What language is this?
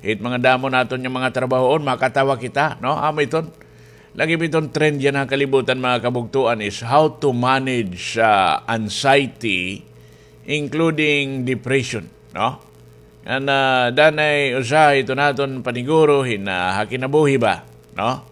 Waray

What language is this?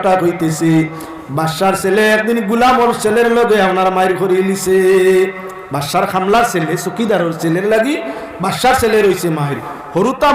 Sylheti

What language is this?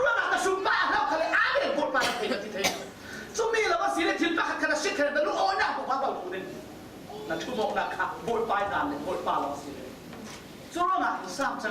Falam Chin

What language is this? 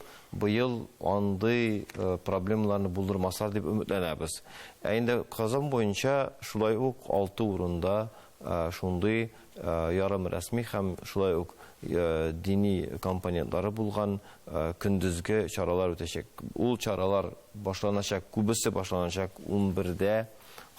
Tatar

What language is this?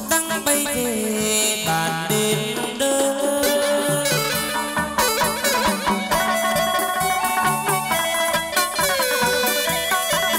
Vietnamese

